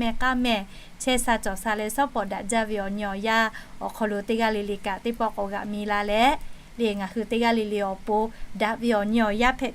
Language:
Lahu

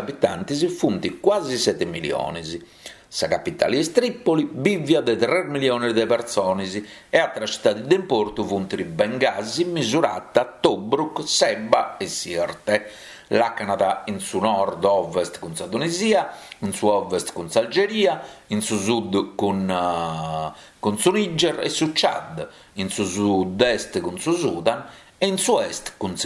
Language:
Sardinian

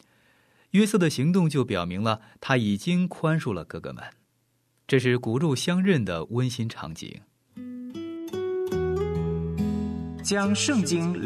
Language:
Chinese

